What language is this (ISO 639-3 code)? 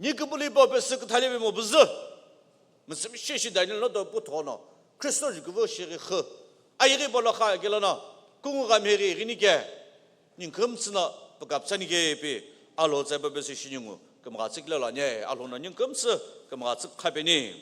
nsm